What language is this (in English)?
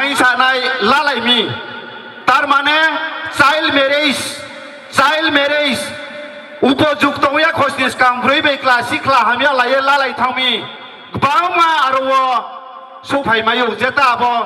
Riang (India)